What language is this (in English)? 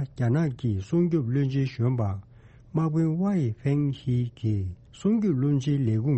Tibetan